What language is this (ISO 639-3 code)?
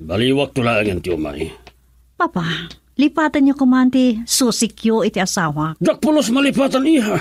ilo